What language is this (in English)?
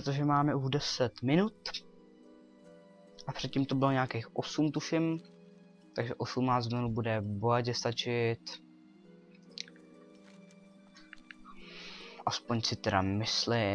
Czech